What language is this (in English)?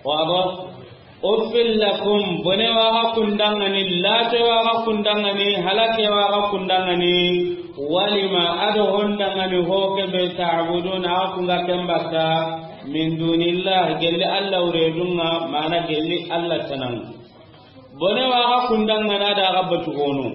Soninke